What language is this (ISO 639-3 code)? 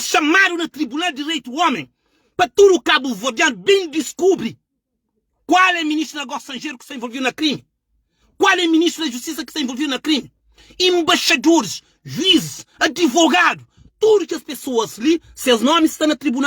kea